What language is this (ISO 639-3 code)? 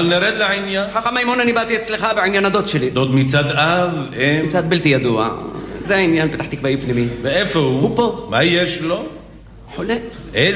heb